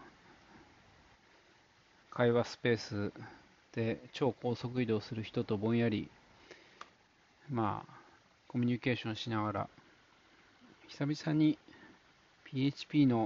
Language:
Japanese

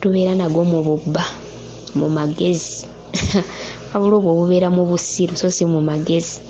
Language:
Ganda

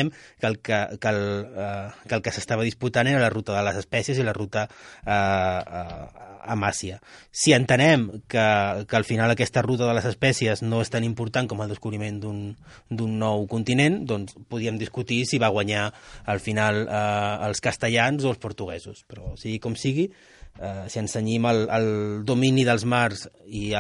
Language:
Catalan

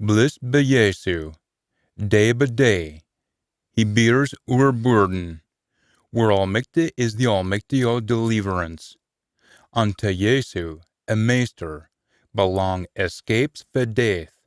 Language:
Scots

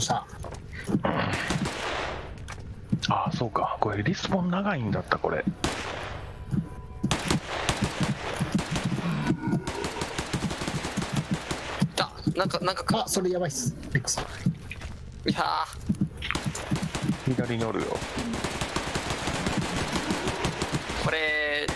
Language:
Japanese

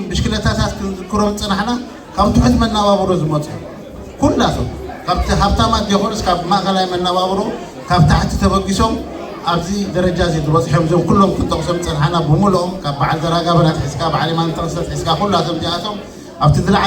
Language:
Tigrinya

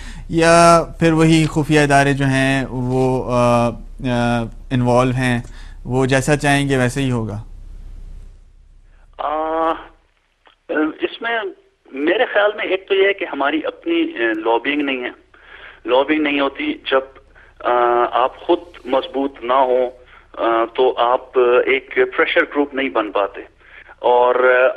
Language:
Urdu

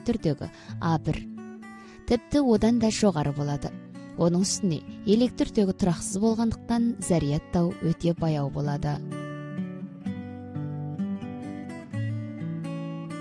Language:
Kazakh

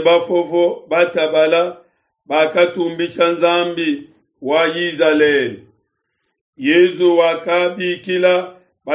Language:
Luba-Lulua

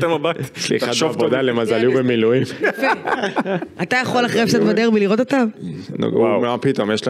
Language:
Hebrew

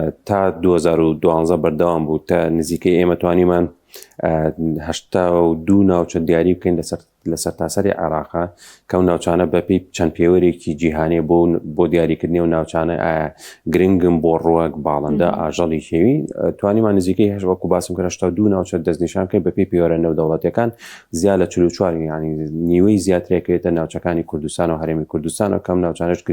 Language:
Central Kurdish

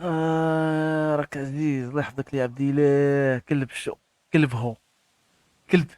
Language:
Moroccan Arabic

